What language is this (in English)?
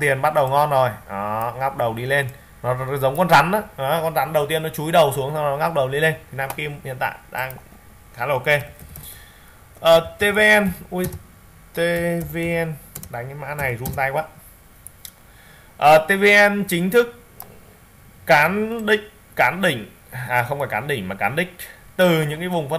Vietnamese